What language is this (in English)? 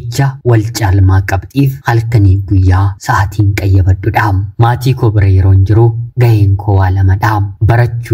Oromo